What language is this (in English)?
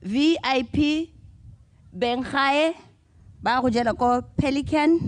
Tswana